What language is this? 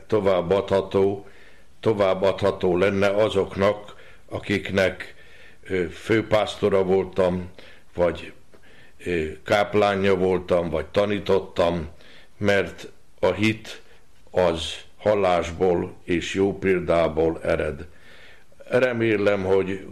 Hungarian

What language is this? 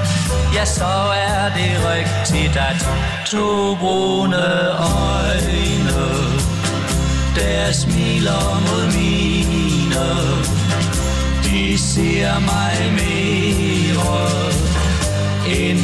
Danish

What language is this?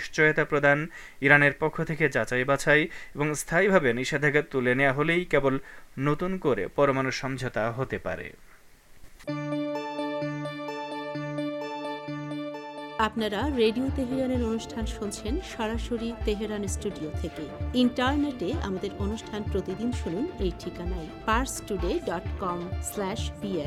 Bangla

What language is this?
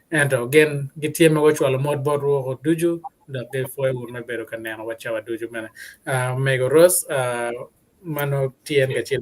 Acoli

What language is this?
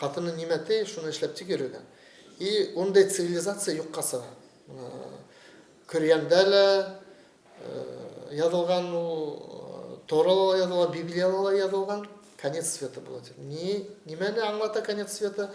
Bashkir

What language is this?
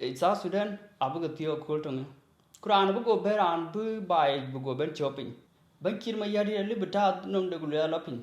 Dinka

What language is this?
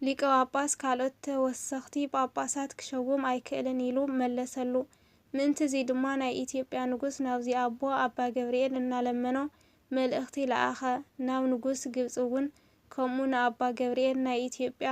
Tigrinya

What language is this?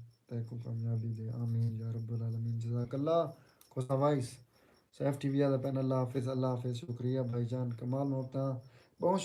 Saraiki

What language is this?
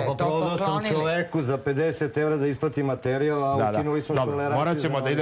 Serbian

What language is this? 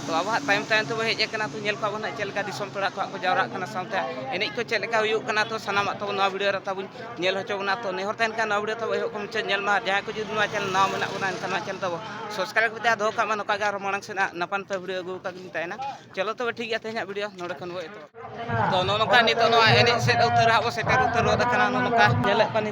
Santali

